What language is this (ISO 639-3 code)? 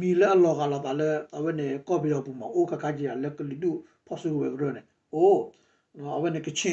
ksw